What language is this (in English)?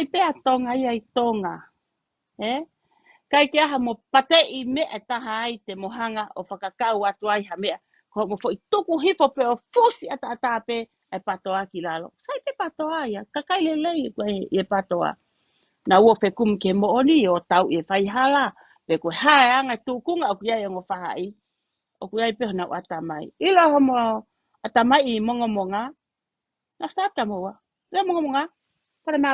Tongan